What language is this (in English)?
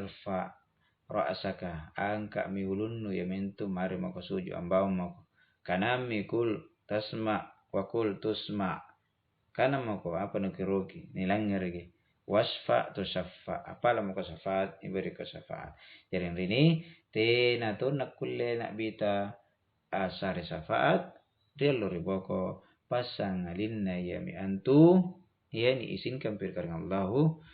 Makasar